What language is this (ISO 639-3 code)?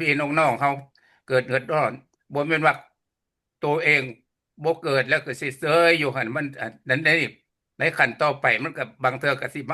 lao